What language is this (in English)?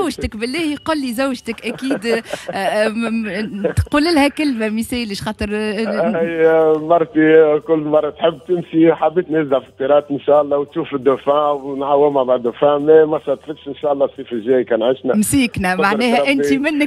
Tunisian Arabic